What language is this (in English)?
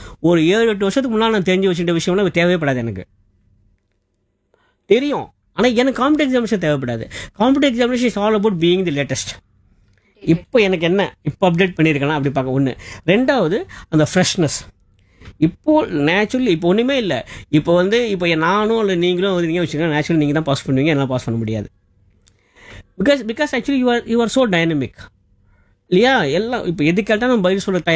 Tamil